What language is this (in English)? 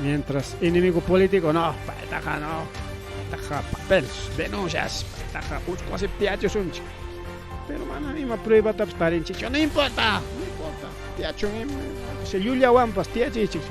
Ayacucho Quechua